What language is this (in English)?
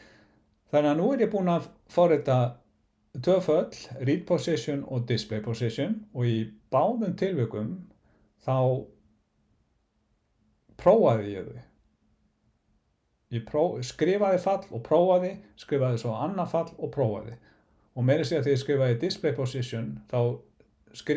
Icelandic